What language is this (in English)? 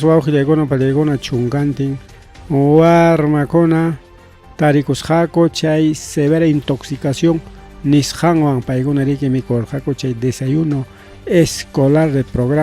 Ayacucho Quechua